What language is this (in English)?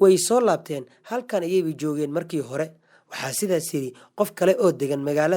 Somali